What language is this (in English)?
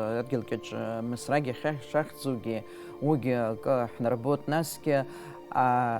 Abkhazian